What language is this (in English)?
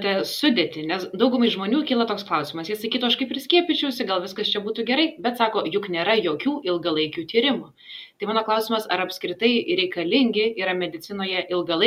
Lithuanian